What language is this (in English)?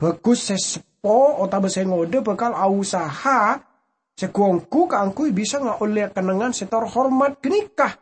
Madurese